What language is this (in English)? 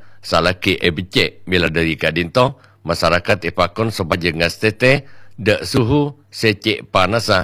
Madurese